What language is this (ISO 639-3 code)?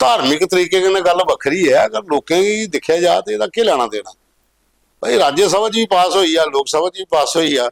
doi